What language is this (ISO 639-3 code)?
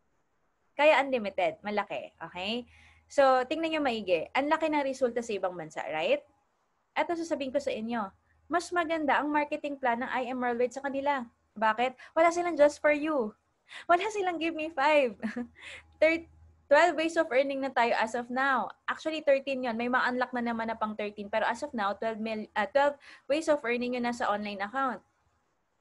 fil